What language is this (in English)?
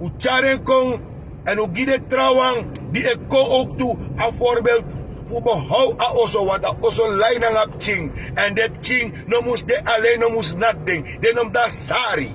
Sranan Tongo